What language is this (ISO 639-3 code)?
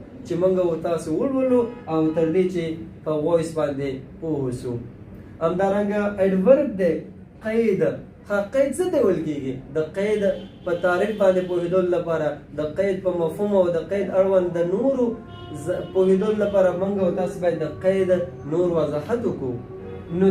pus